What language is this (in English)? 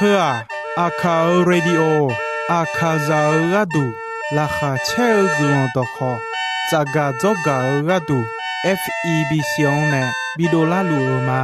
Akha